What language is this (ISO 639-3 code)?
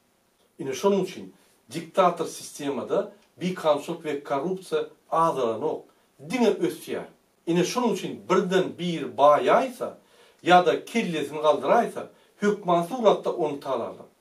tuk